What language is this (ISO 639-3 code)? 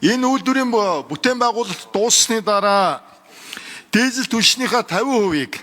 mon